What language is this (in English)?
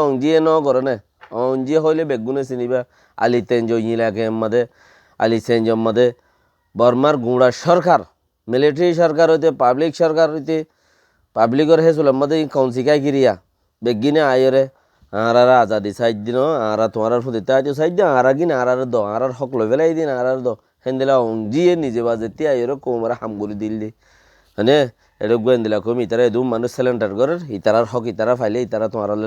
Rohingya